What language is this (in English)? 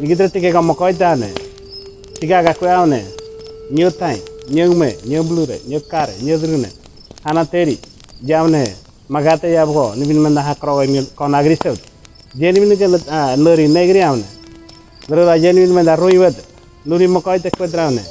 Ngäbere